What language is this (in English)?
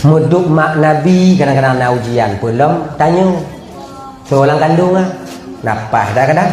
Achinese